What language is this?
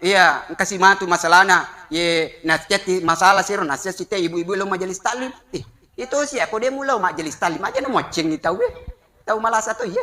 Buginese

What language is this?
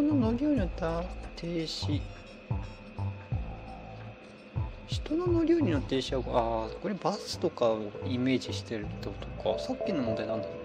Japanese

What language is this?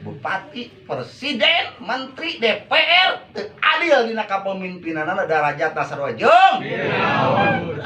Sundanese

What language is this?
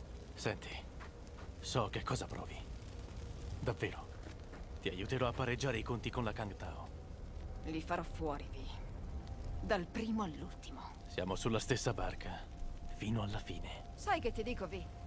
Italian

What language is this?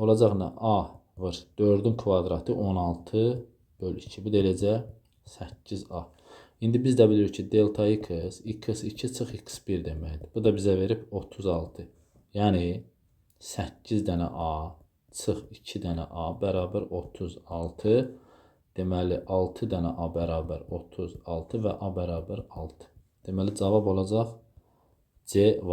Azerbaijani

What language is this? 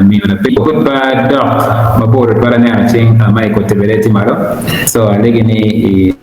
Acoli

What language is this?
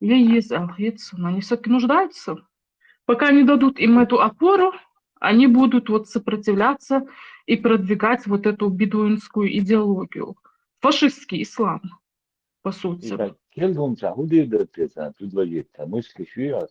Chechen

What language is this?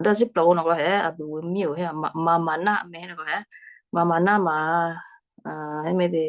Western Kayah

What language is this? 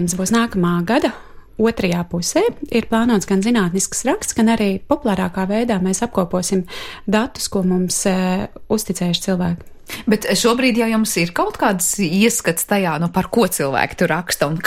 Latvian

